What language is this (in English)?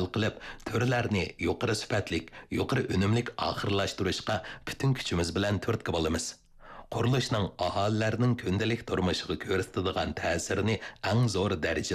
Uyghur